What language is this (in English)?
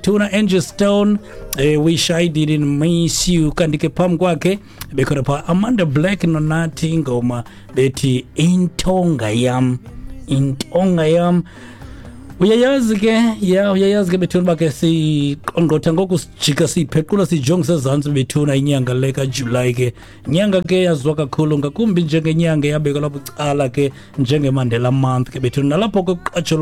Xhosa